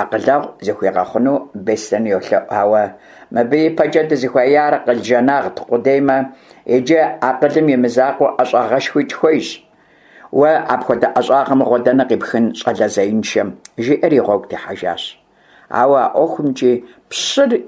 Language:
Kabardian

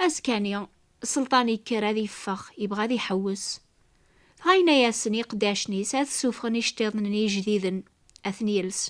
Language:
Kabyle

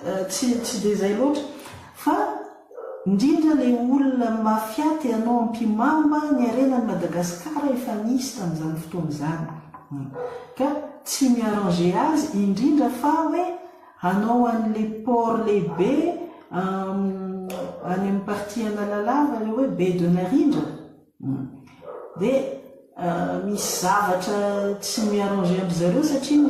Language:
Malagasy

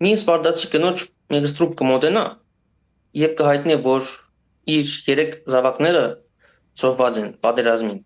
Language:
Western Armenian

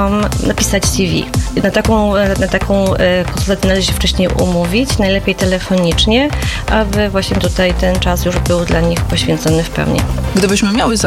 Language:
Polish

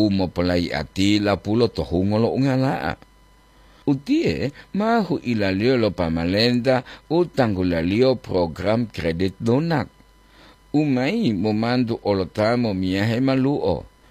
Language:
Gorontalo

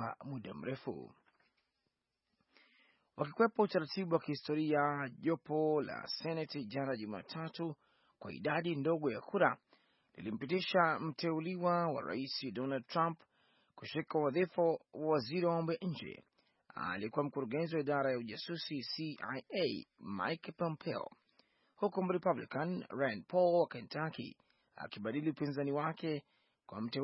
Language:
Swahili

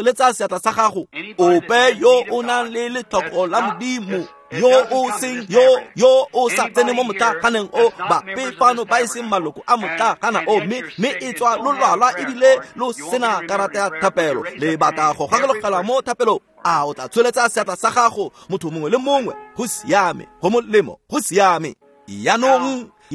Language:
Tswana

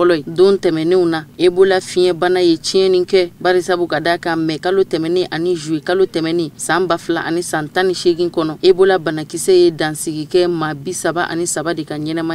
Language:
Bambara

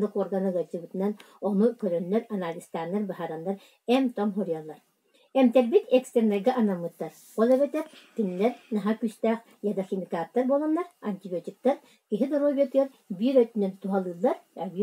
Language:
Yakut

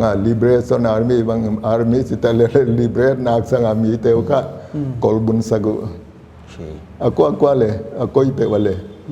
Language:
Paite Chin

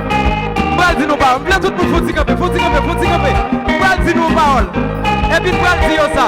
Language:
Haitian Creole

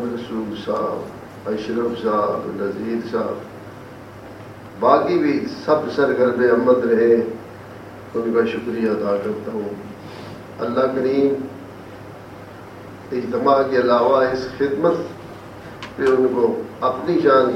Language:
Urdu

